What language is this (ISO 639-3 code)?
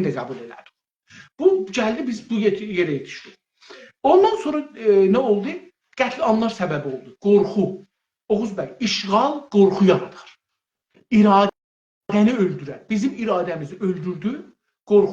azb